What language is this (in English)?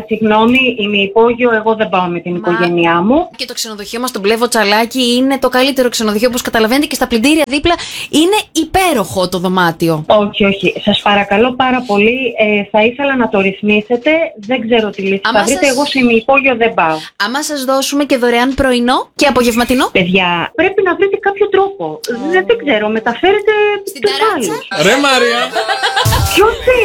Greek